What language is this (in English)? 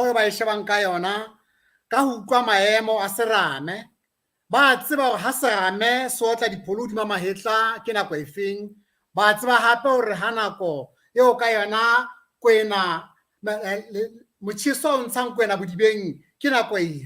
Southern Sotho